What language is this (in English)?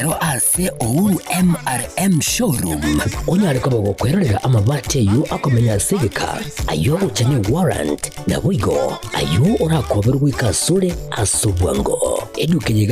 Gusii